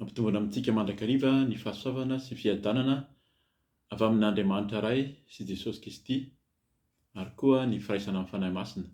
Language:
Malagasy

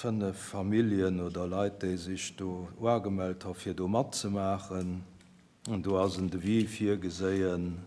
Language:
Luxembourgish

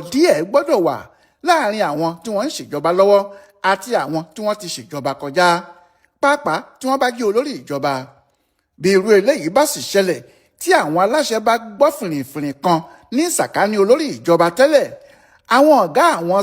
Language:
Yoruba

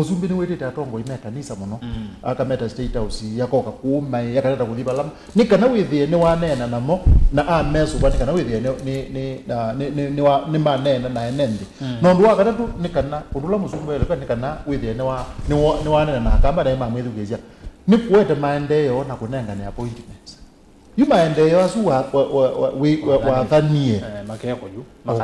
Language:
Kamba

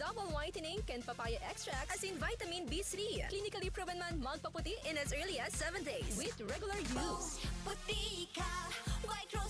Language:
Bikol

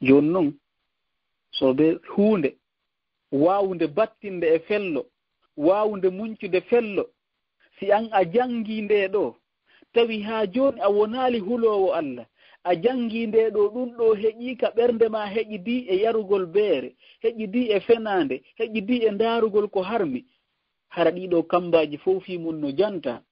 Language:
Fula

